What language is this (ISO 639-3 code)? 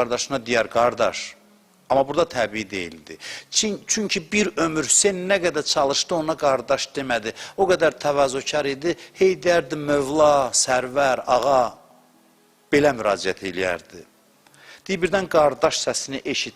aze